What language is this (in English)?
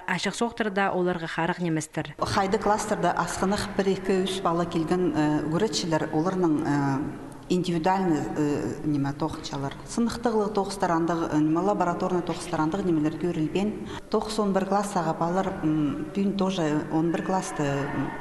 Khakas